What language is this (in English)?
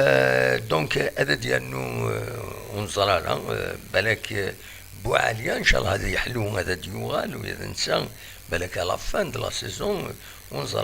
Kabyle